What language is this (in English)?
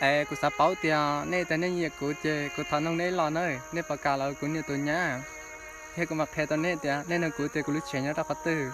Hmong